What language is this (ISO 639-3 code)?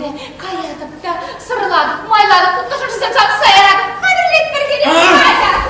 chv